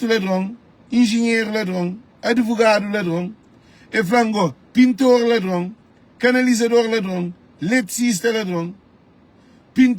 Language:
Kabuverdianu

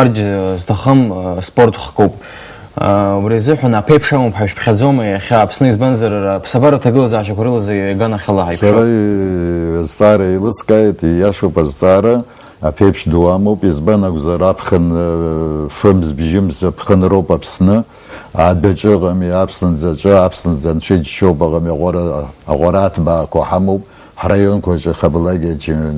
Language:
Abkhazian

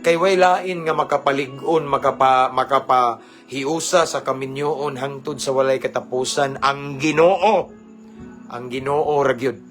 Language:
Cebuano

